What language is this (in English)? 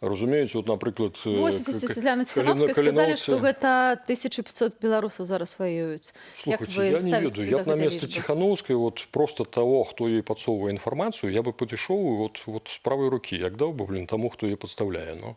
Belarusian